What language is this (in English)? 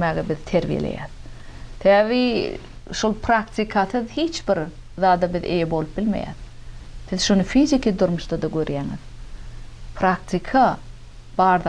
Turkmen